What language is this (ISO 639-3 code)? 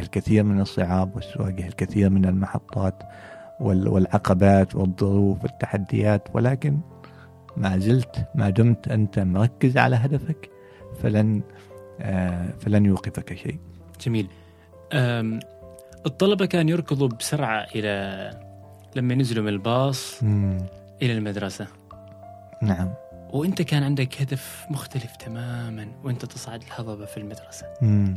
afb